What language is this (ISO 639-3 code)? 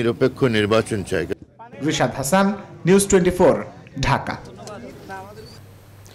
ben